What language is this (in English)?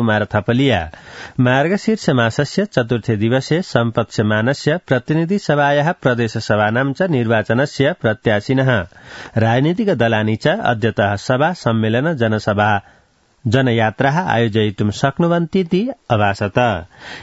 Sanskrit